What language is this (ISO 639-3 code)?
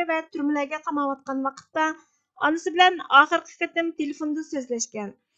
uig